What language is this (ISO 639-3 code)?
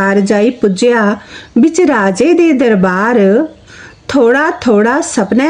doi